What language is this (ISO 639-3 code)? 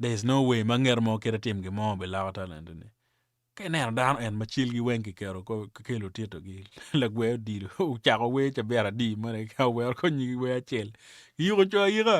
ach